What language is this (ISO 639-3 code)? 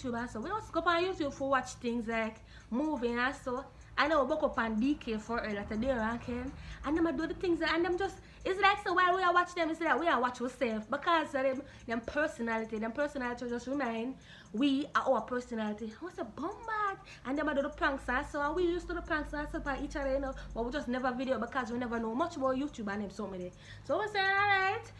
jam